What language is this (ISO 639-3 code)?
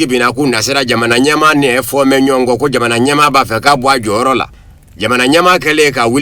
bam